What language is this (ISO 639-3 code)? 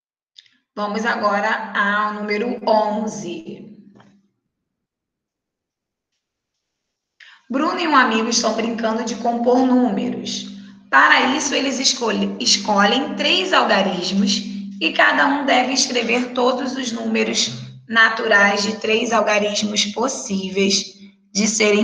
por